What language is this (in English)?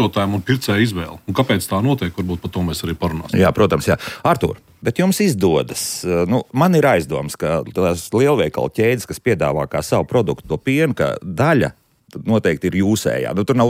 Latvian